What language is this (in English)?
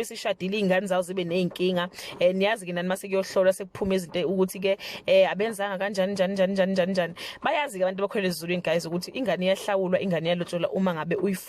Zulu